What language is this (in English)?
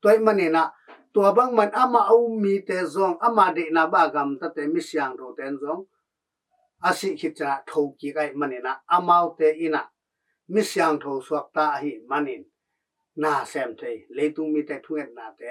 Tedim Chin